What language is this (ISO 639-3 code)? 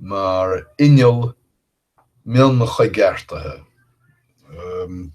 gle